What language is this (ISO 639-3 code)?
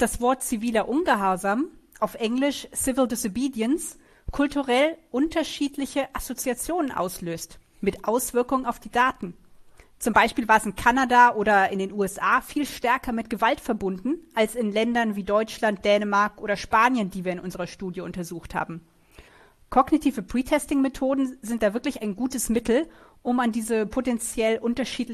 deu